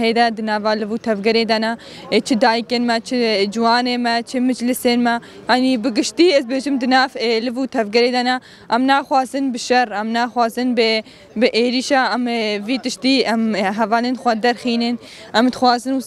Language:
Kurdish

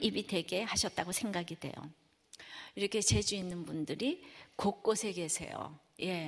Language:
Korean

